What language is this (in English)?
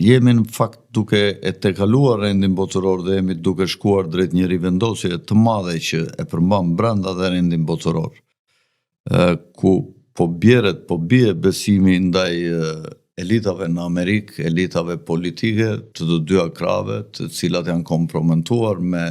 Albanian